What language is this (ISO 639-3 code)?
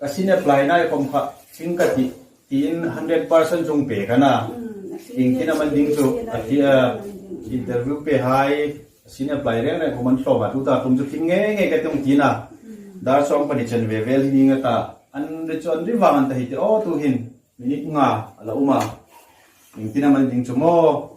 hmr